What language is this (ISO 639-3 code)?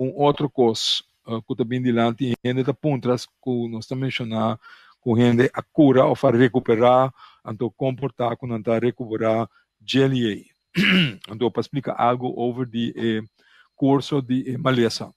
pap